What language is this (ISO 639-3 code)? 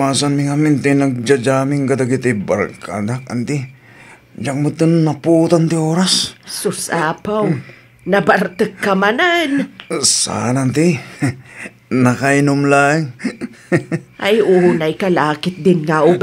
ilo